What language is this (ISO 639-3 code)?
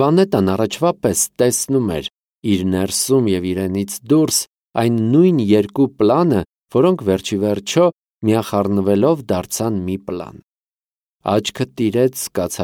hye